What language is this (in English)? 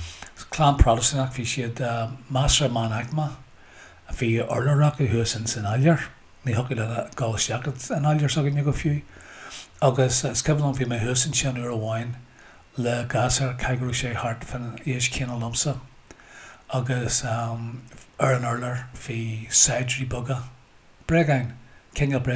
Irish